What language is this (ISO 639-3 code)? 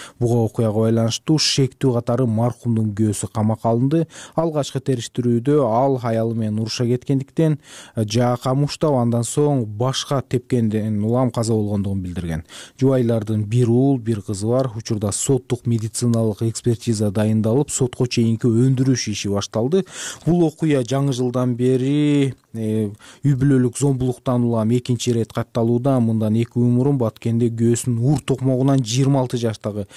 kir